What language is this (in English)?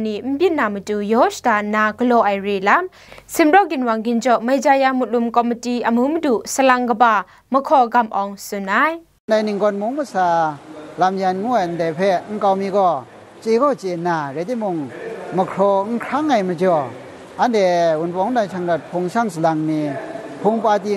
Kachin